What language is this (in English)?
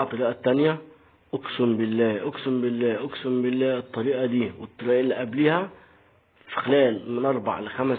Egyptian Arabic